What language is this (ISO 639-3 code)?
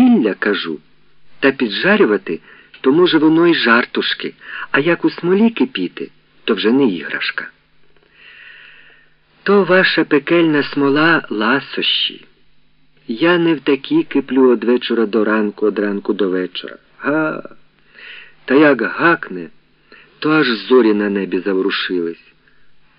ukr